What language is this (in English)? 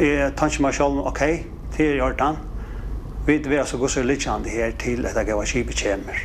Faroese